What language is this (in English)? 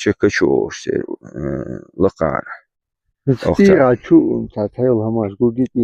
Chechen